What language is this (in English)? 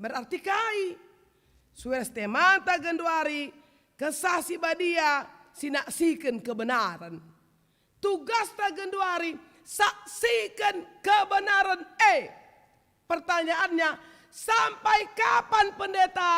Batak Karo